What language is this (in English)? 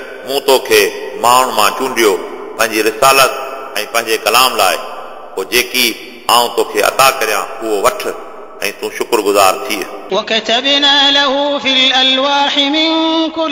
Sindhi